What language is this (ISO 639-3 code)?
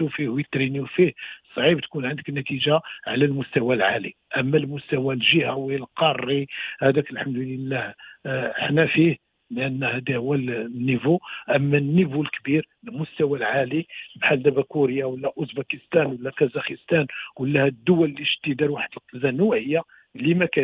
ary